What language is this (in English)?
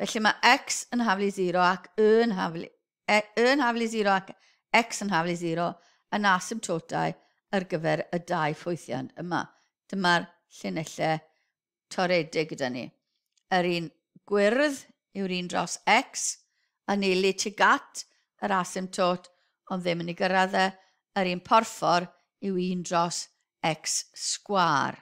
Welsh